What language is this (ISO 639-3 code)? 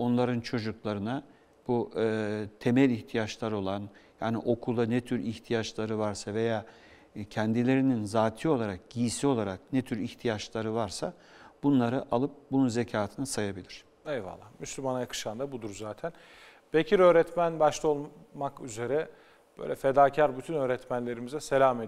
tur